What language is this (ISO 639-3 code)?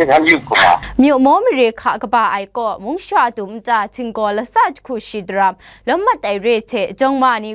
kac